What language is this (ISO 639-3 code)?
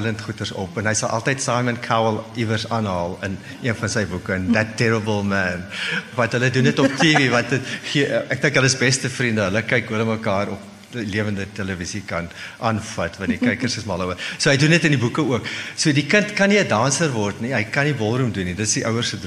afr